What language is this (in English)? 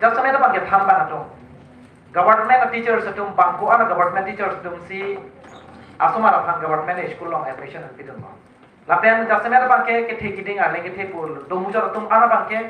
Karbi